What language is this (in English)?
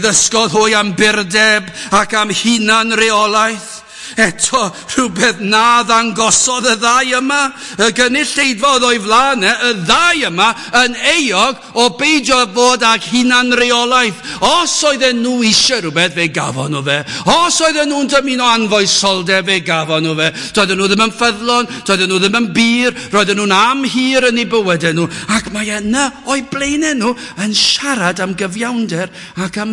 Welsh